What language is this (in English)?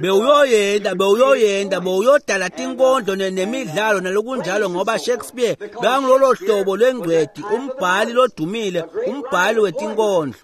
Swati